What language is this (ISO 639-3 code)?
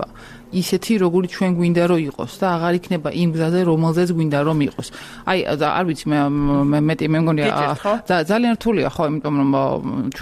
kat